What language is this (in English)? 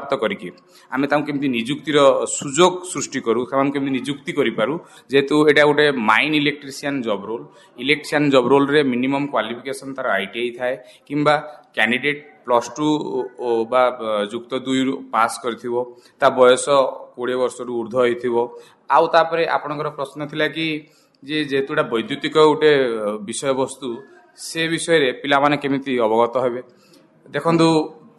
Odia